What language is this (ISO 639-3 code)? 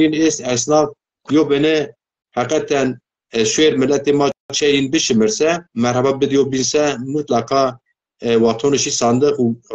zza